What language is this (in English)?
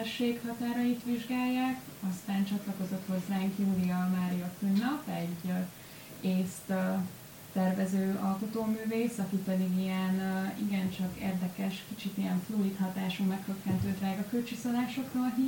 Hungarian